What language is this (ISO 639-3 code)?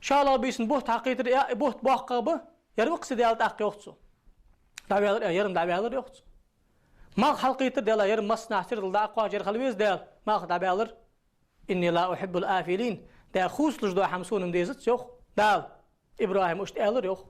inh